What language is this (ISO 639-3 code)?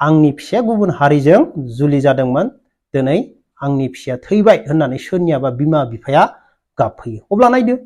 brx